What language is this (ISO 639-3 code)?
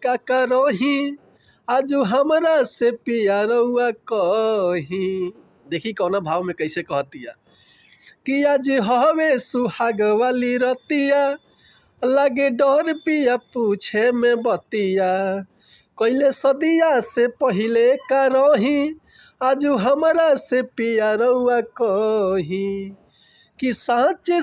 bho